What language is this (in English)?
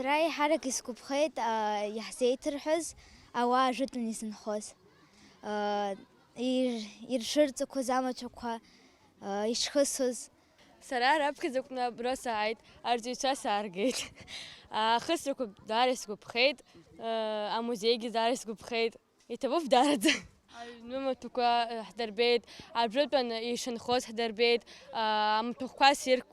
Abkhazian